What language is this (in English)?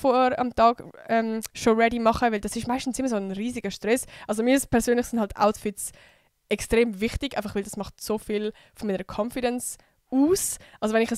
Swiss German